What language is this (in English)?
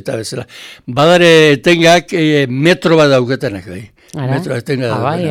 Basque